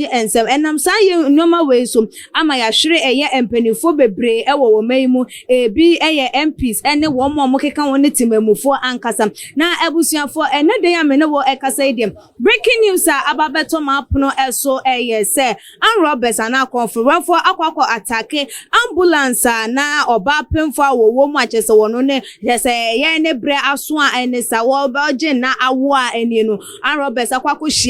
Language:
Akan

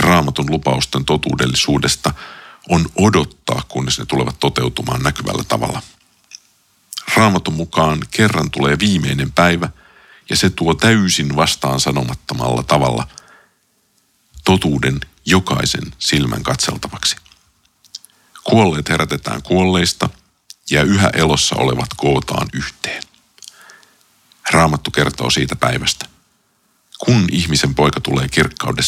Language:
Finnish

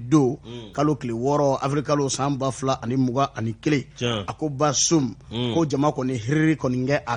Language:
Bambara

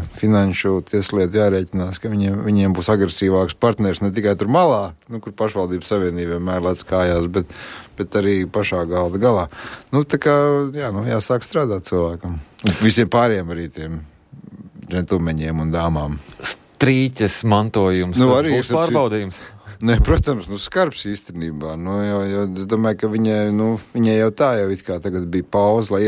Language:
Latvian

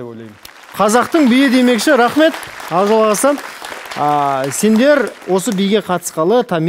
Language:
Kazakh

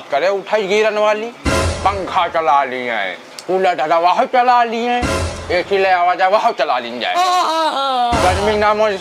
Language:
Awadhi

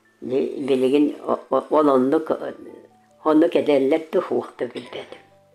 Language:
Yakut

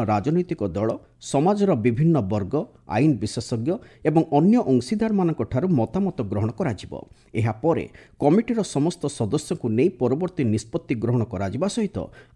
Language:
Odia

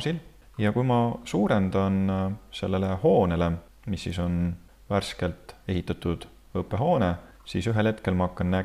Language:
Estonian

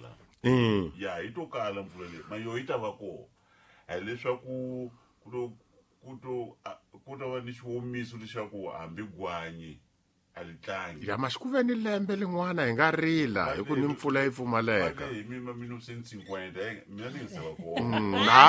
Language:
Tsonga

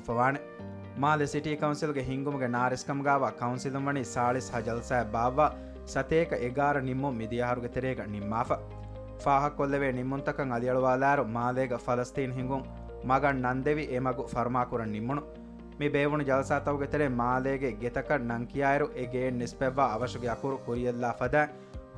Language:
Divehi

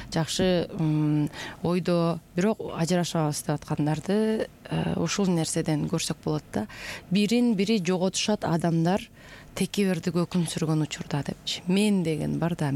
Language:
Kyrgyz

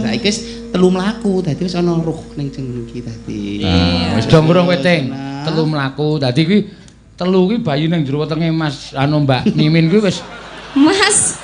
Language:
Javanese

